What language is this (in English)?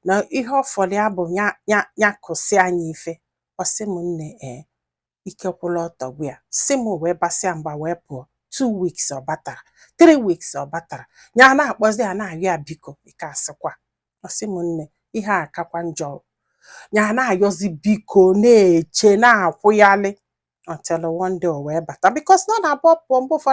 Igbo